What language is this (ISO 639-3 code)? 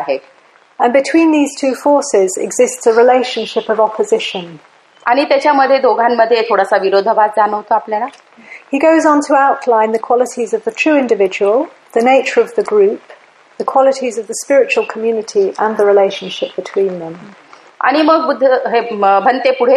mar